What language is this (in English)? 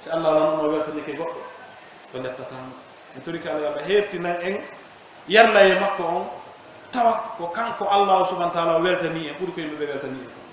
Pular